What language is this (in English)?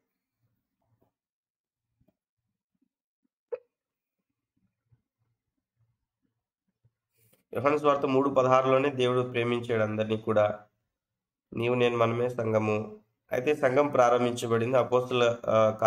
Telugu